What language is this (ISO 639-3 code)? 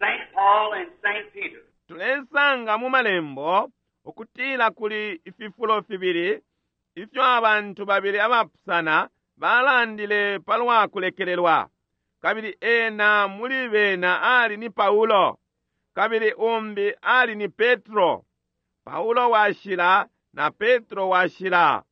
bem